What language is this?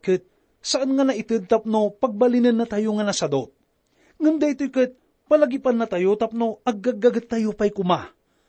Iloko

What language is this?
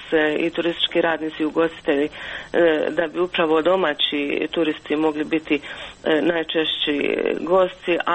Croatian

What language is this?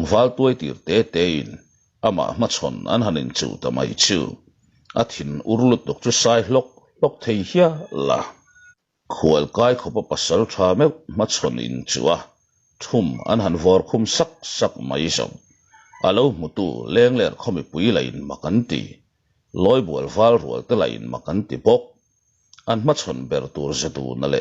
Mizo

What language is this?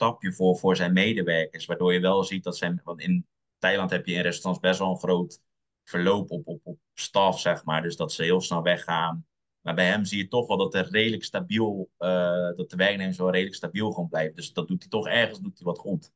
Dutch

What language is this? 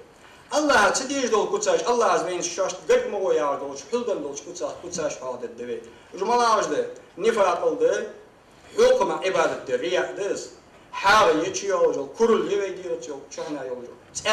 Ingush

